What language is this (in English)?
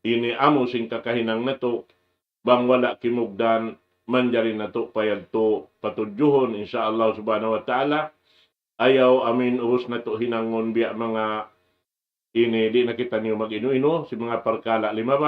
Tausug